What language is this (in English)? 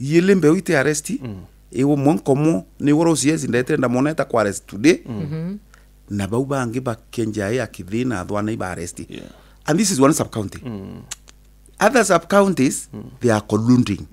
Meru